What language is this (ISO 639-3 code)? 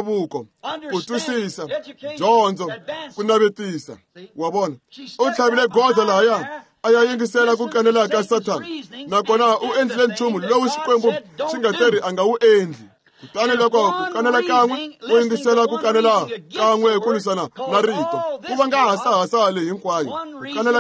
tso